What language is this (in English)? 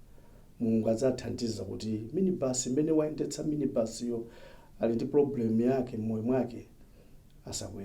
Nyanja